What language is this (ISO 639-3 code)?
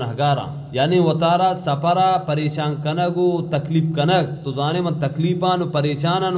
bal